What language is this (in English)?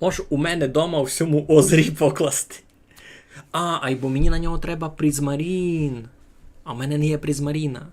Rusyn